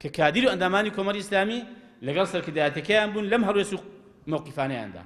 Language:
Central Kurdish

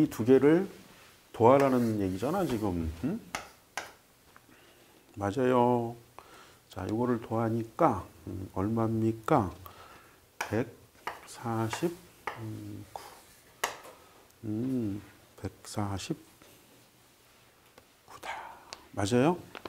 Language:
Korean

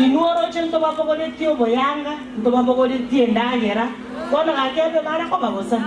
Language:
Gusii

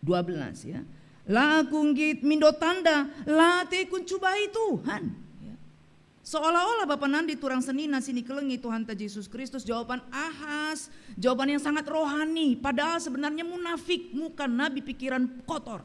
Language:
Batak Karo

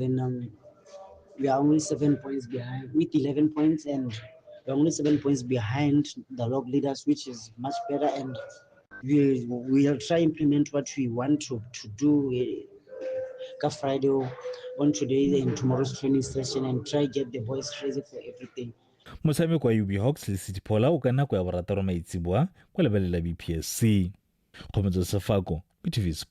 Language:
Tswana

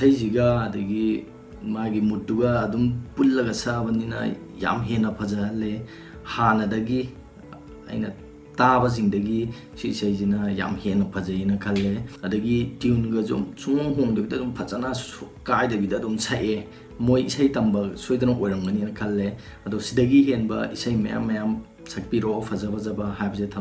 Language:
Manipuri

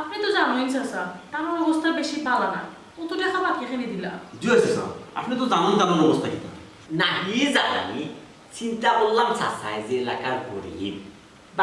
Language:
Sylheti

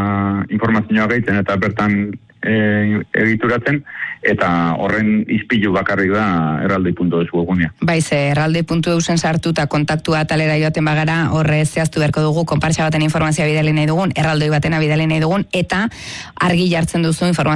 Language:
Basque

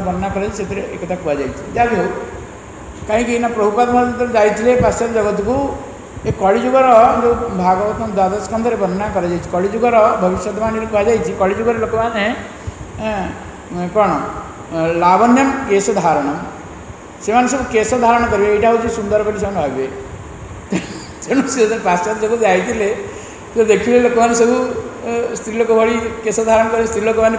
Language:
Odia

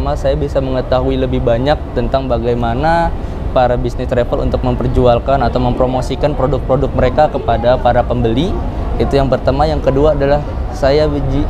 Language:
Indonesian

